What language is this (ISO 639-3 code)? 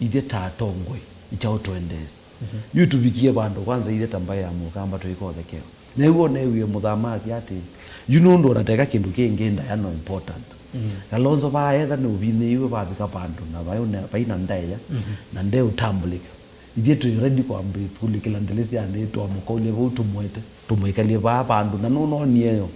kam